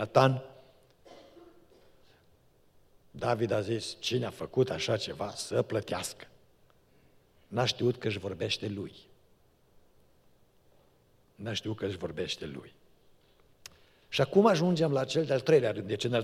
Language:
Romanian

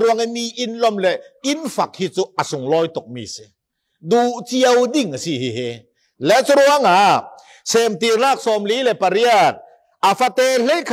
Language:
Falam Chin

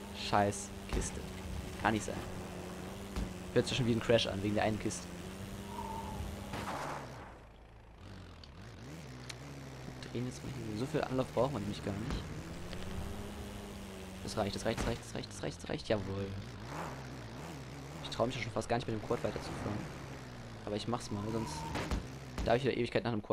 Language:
German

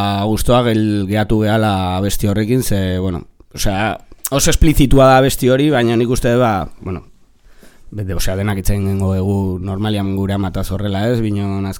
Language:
Basque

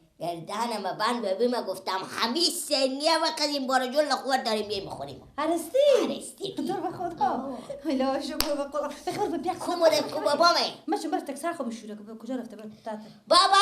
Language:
Persian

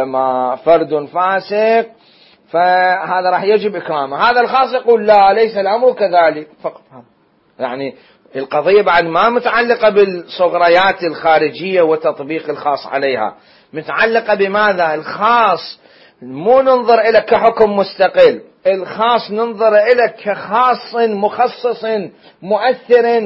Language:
Mesopotamian Arabic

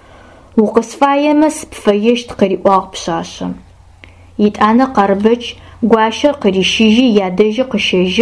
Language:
Adyghe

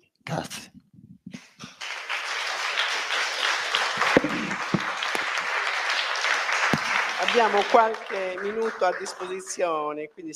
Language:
Italian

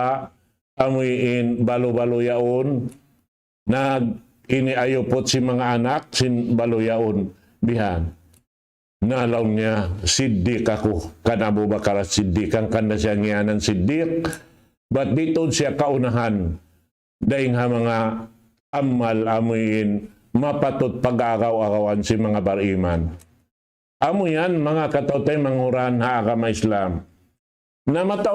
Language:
Tausug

